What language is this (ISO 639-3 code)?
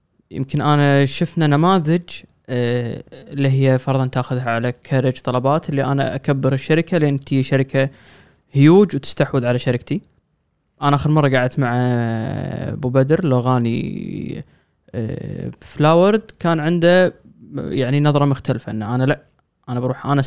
afb